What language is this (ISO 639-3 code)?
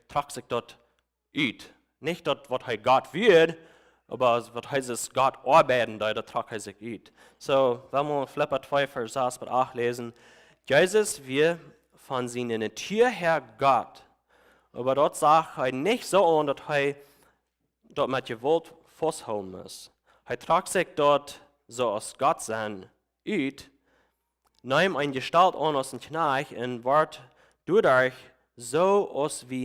pdt